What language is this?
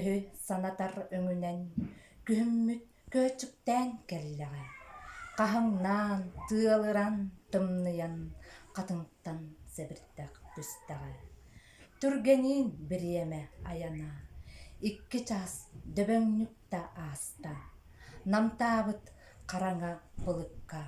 Yakut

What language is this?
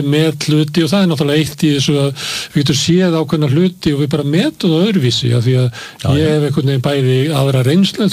Icelandic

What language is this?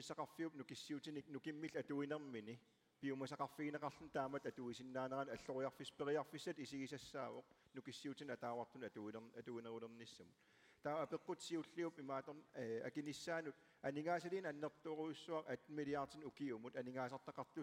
Kalaallisut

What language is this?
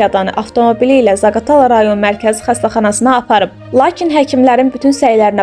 Azerbaijani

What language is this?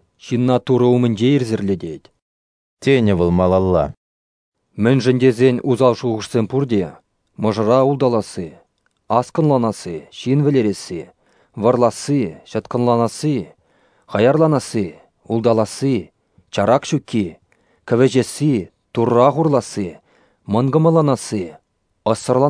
Chuvash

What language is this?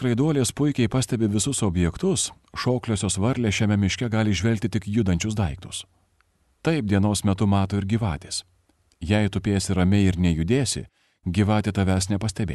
Lithuanian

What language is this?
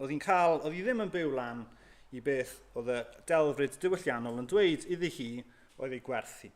Welsh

